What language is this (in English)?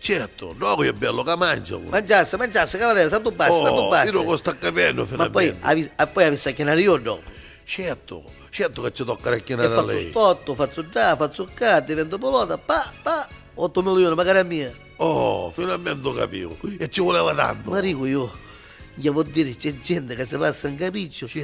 Neapolitan